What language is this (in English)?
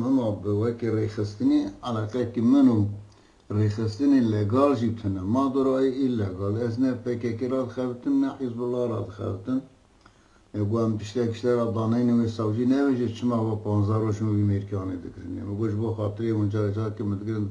Kurdish